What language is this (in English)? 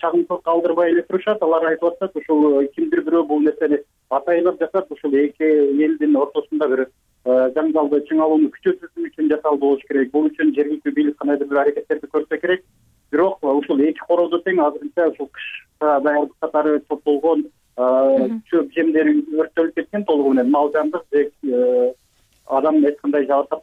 Kyrgyz